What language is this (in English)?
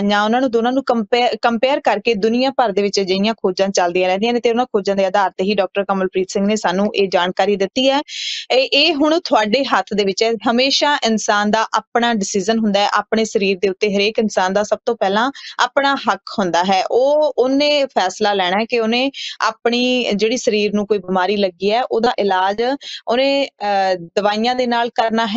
Punjabi